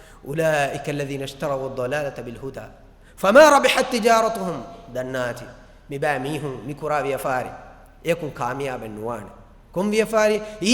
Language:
Divehi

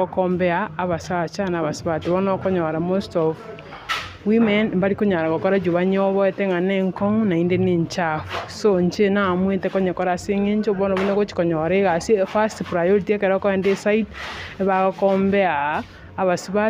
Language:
Gusii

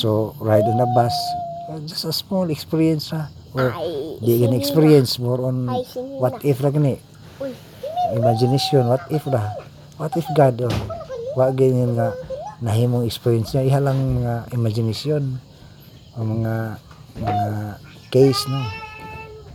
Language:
Cebuano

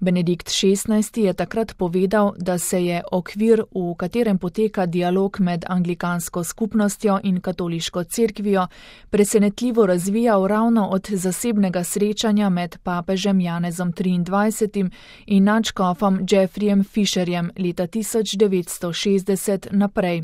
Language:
Slovenian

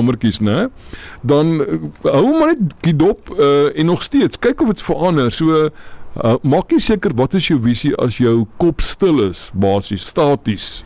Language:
Afrikaans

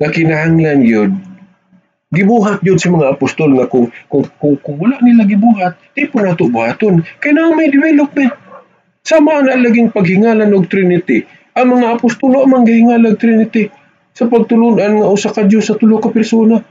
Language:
Cebuano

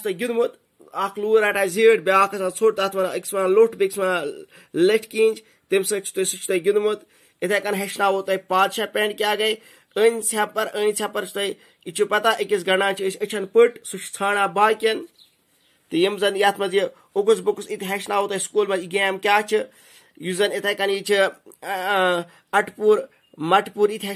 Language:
Kashmiri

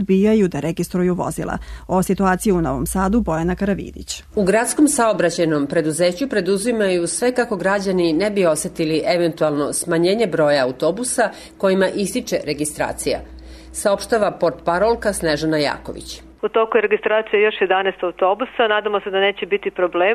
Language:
Serbian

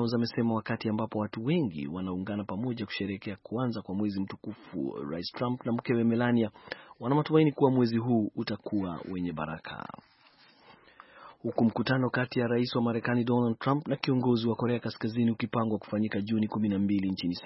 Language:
Swahili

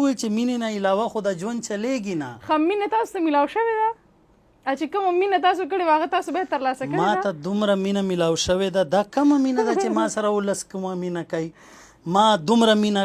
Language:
Pashto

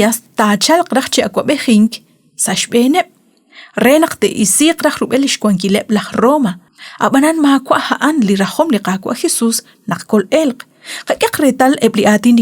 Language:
Kekchí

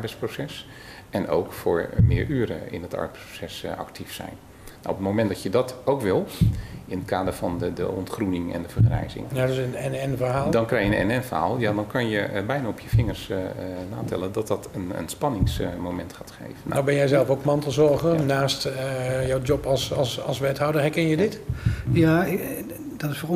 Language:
Dutch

